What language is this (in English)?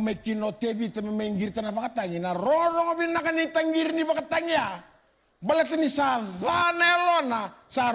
Fijian